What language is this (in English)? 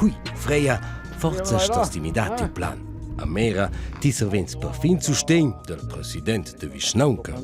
Romansh